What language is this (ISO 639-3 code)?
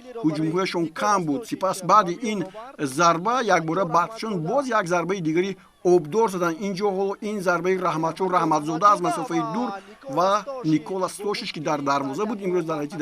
tgk